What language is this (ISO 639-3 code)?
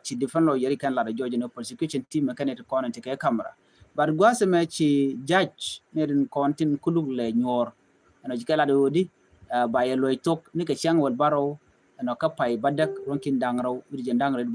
nus